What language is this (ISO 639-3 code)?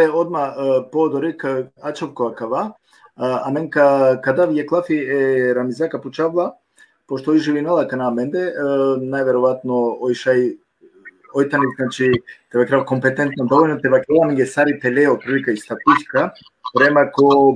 rmn